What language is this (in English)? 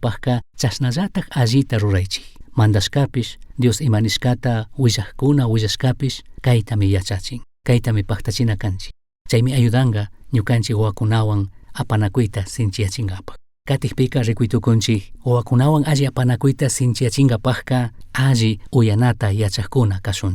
Chimborazo Highland Quichua